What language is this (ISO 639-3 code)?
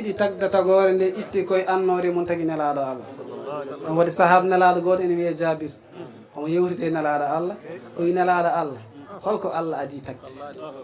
ful